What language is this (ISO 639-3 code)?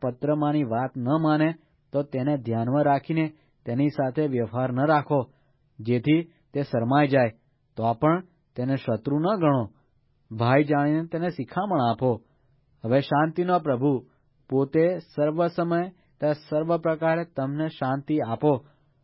guj